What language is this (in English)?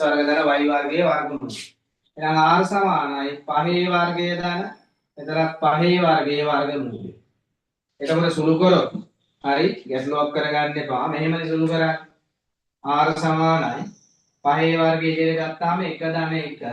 Sinhala